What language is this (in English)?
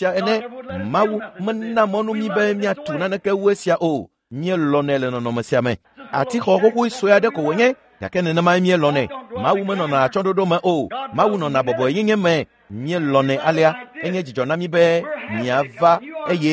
Ewe